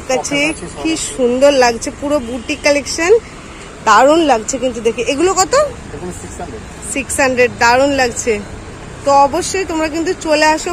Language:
Bangla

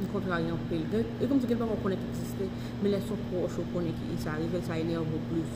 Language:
Haitian Creole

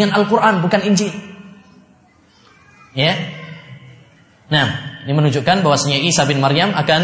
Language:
Indonesian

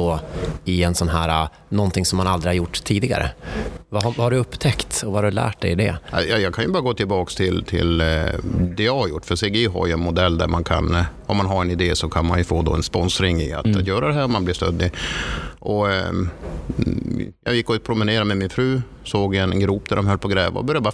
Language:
Swedish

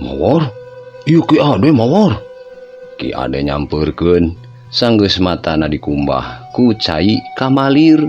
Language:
Sundanese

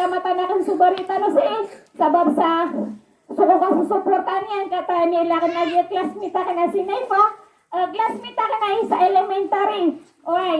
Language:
Maranao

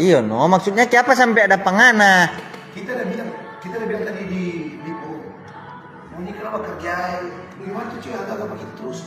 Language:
Manado Malay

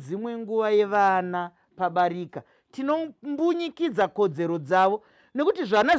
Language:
Shona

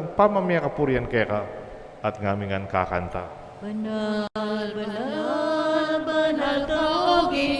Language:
Pampanga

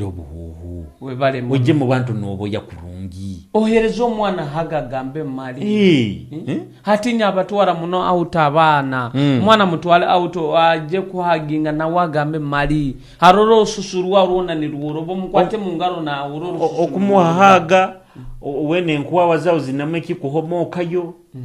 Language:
Nyoro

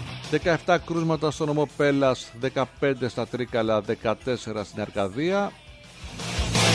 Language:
Greek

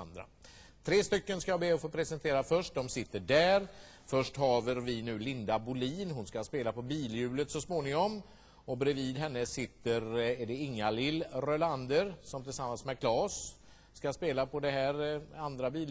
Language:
Swedish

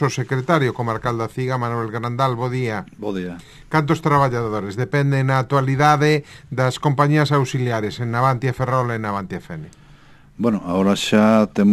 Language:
Galician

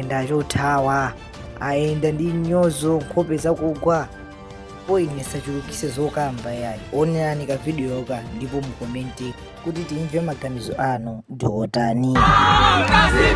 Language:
Nyanja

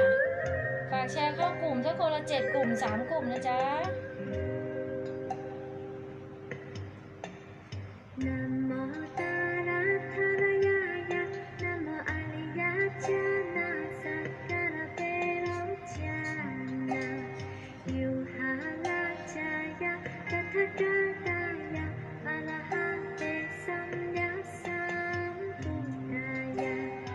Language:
Thai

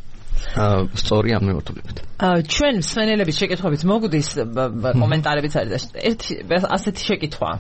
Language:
Georgian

